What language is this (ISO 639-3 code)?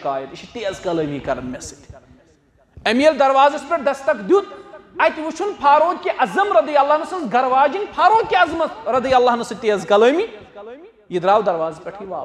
kas